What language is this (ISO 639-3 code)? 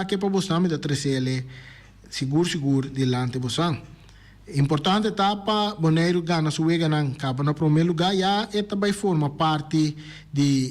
pap